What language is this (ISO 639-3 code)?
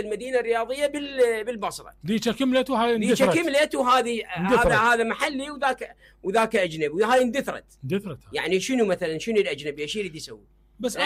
acm